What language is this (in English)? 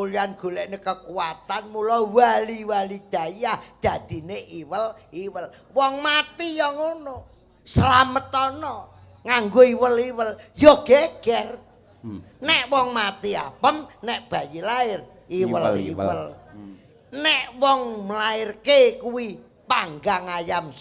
Javanese